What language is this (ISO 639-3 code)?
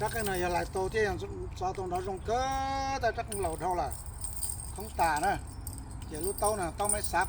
hmn